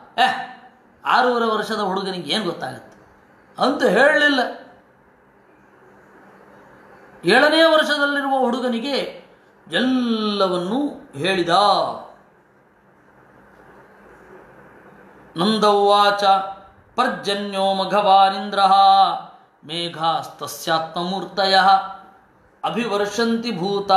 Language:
Kannada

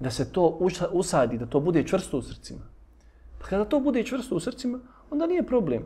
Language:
Bosnian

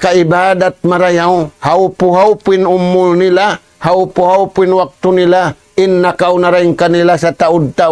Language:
Tausug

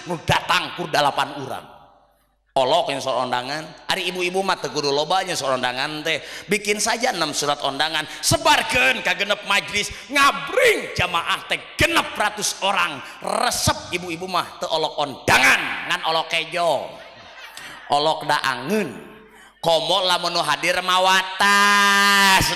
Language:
Sundanese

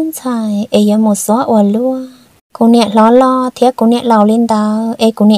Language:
Vietnamese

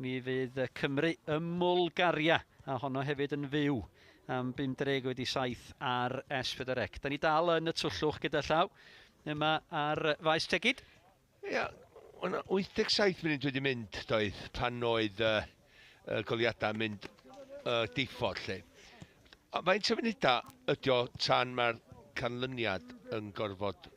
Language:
Welsh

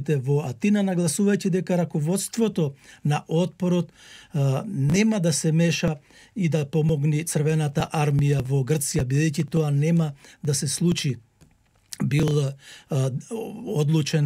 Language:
Macedonian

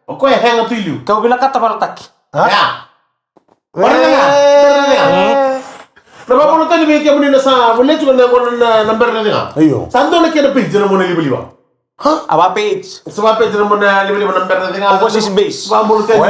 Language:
Fijian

